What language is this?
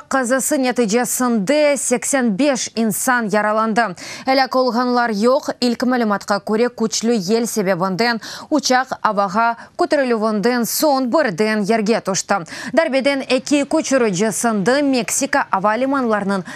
Crimean Tatar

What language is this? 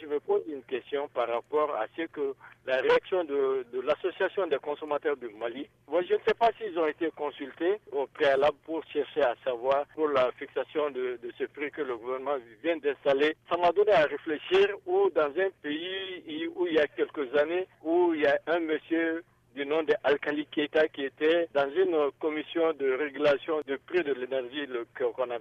French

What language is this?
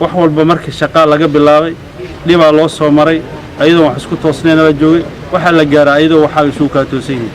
Somali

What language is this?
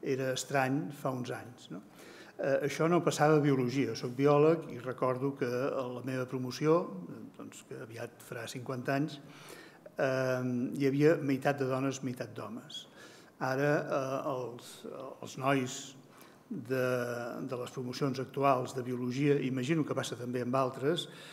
Catalan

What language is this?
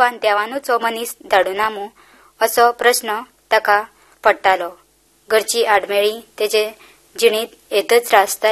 Konkani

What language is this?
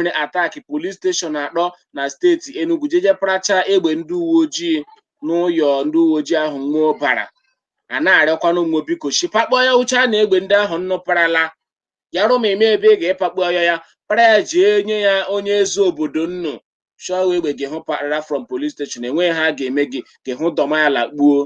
Igbo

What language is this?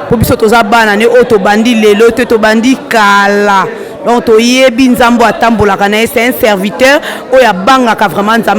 Lingala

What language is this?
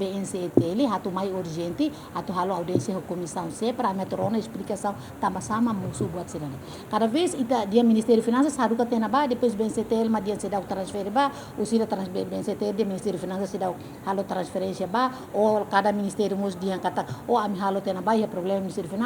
Tetum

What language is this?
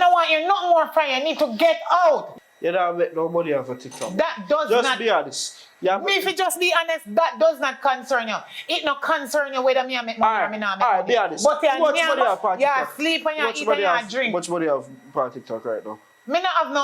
Jamaican Creole English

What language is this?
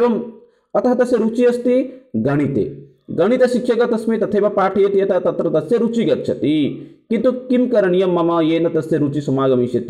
Sanskrit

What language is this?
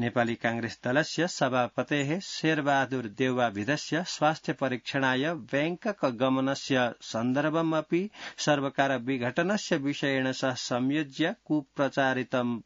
Sanskrit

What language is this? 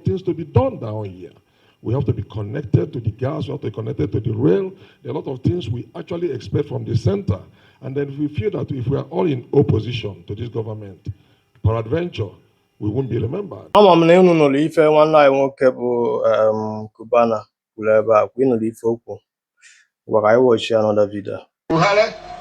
Igbo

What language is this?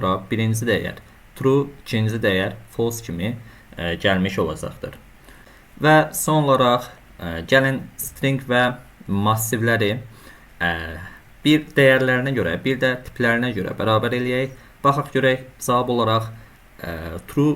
Azerbaijani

